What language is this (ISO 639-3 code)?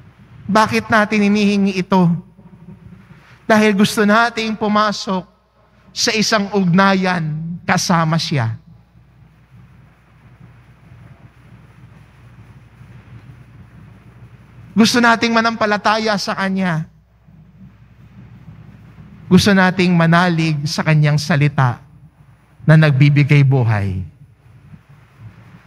fil